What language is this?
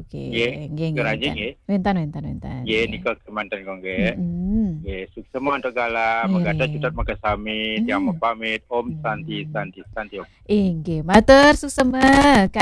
Balinese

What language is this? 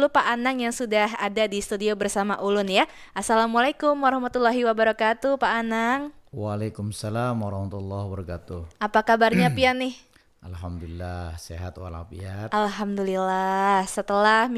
Banjar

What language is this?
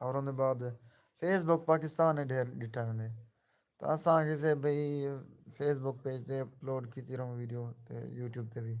Saraiki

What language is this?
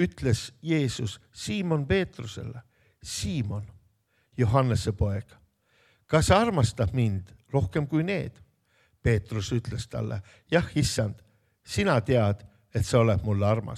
Estonian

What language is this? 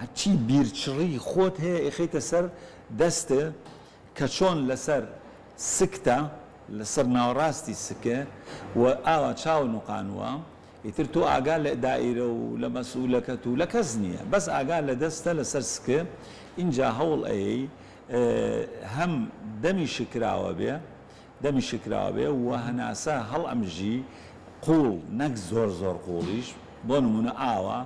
Central Kurdish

